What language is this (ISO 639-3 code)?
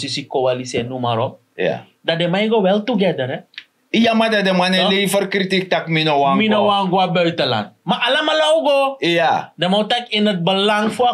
srn